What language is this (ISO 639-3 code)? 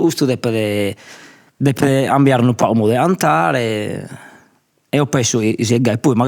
srd